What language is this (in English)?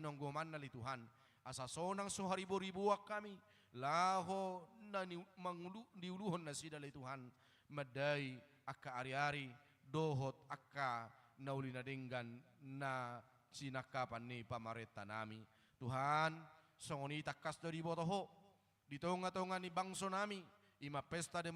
Batak Toba